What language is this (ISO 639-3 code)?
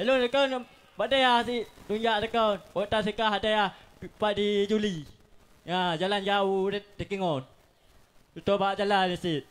ace